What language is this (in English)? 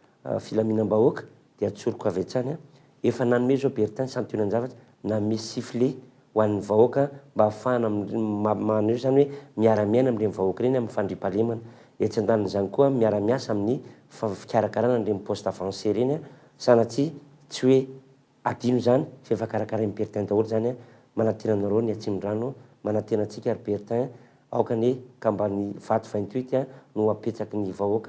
Malagasy